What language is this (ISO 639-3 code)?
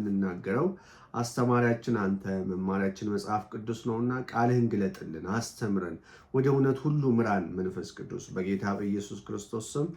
amh